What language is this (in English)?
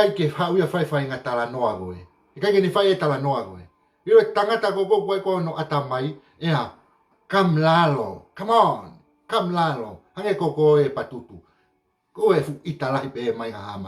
Tongan